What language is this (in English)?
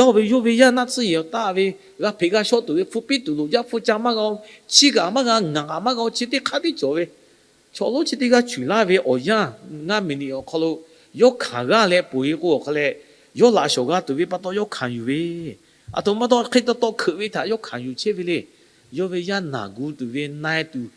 Lahu